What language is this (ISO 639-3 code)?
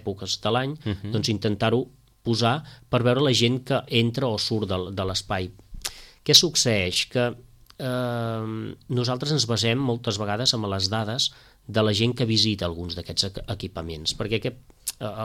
cat